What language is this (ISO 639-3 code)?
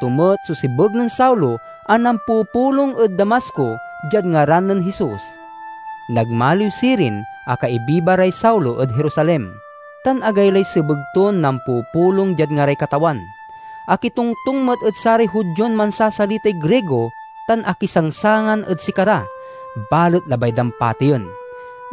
pag